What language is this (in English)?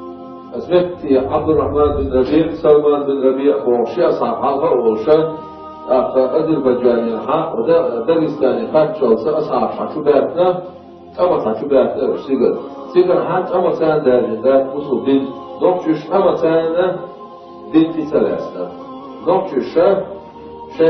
Chechen